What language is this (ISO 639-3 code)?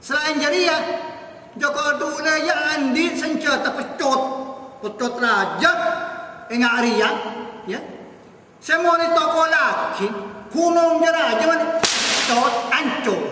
mad